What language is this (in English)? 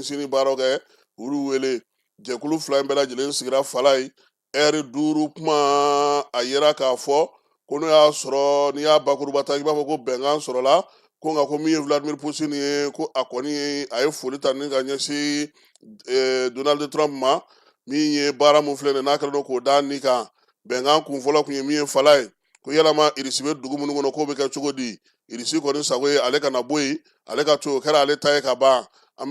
Bambara